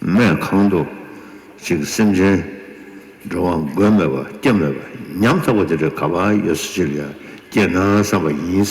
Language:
Tibetan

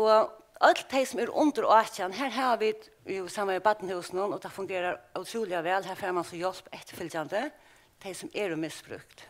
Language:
Faroese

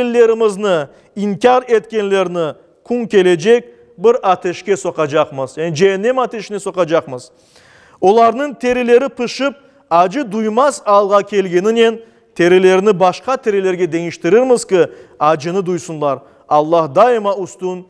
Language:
Crimean Tatar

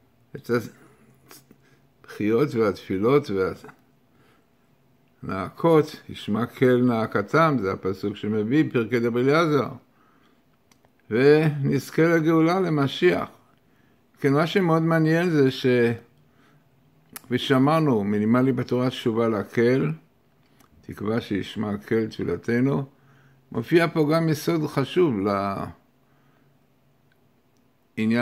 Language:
Hebrew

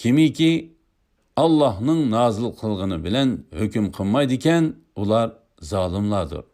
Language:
Uyghur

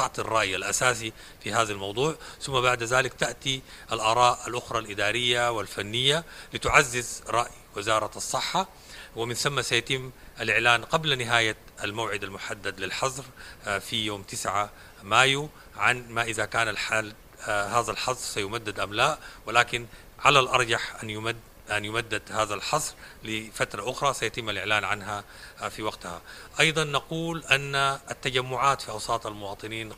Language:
Sudanese Arabic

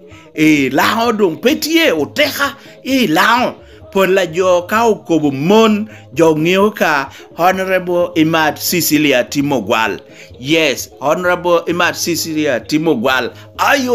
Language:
Lango (Uganda)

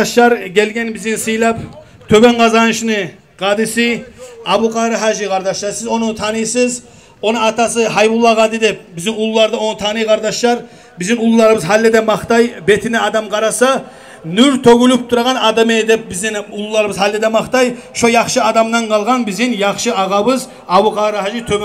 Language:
Kumyk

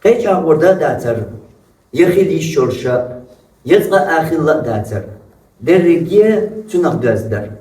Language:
Chechen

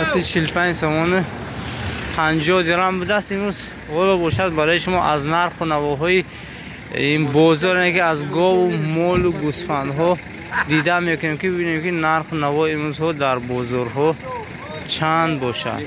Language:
Tajik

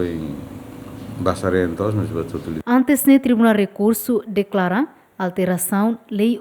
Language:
Tetum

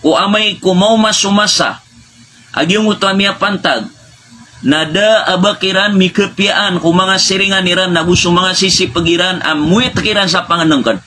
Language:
Maranao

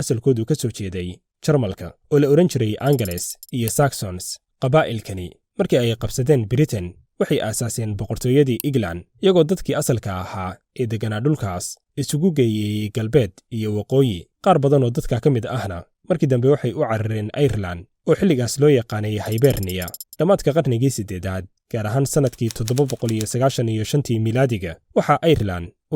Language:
Somali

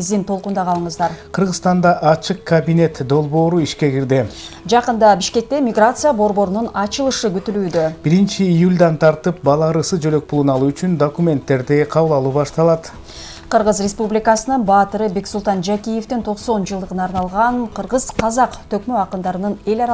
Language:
Kyrgyz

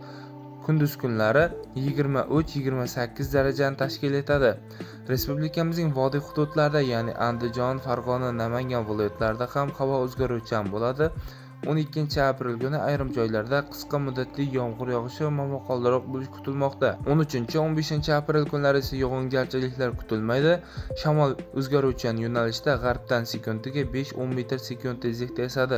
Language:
Uzbek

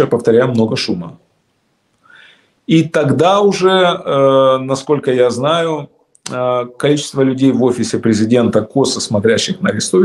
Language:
Russian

